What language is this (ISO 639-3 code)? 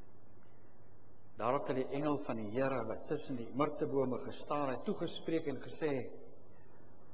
afr